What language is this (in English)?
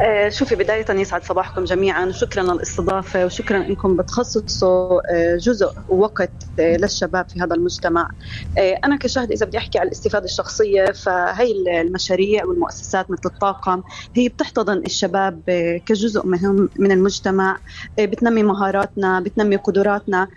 North Levantine Arabic